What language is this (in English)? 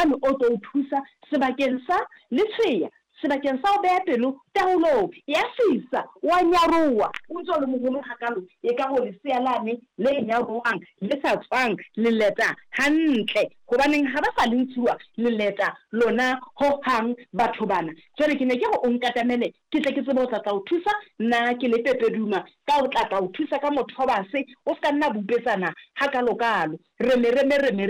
Southern Sotho